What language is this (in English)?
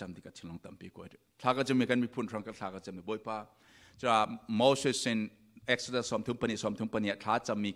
Falam Chin